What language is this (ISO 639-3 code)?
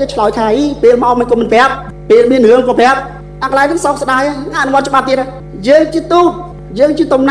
khm